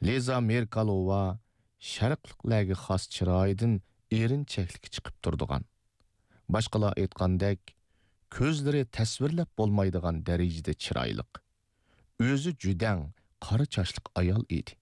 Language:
Uyghur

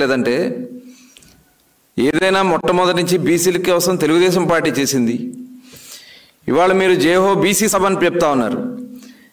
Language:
Telugu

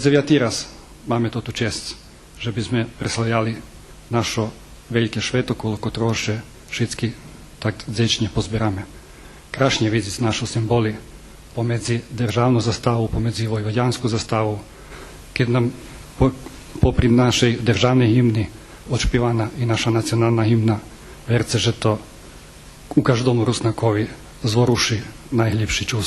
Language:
Rusyn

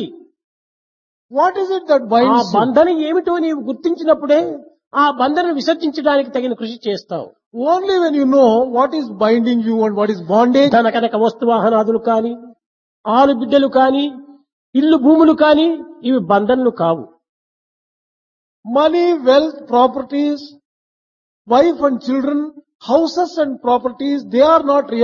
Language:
Telugu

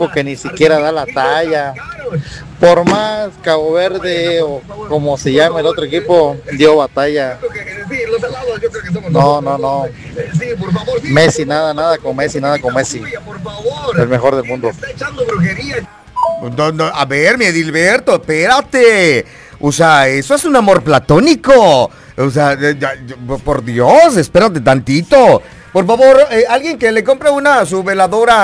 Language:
Spanish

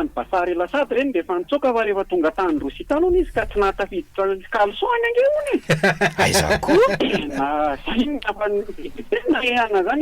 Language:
Malagasy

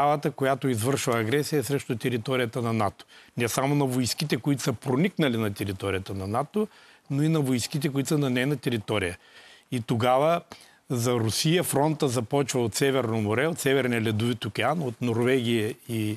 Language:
Bulgarian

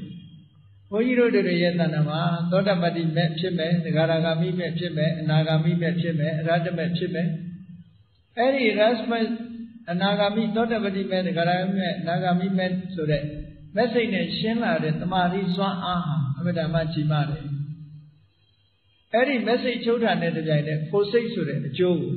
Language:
Burmese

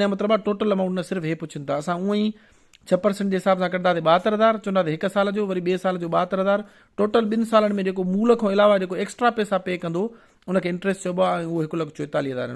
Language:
Sindhi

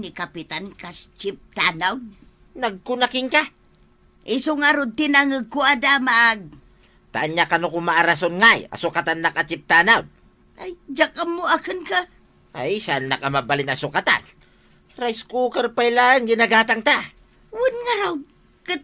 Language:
Iloko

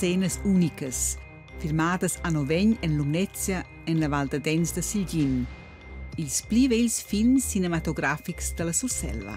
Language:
Romansh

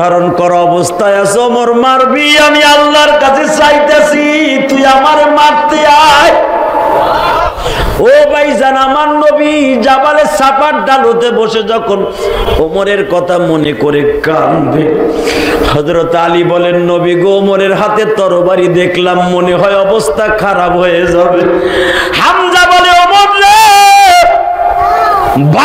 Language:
Bangla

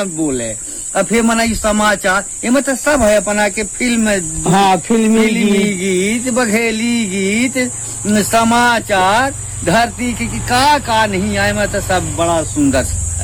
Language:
Bagheli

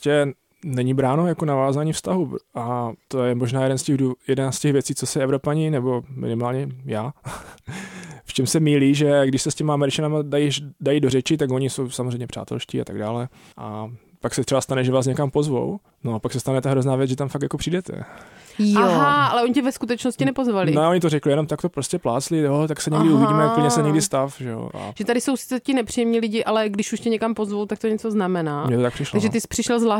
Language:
Czech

